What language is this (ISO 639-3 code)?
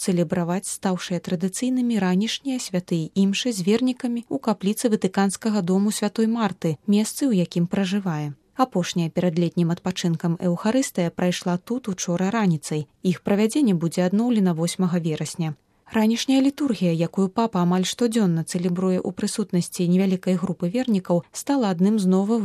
bel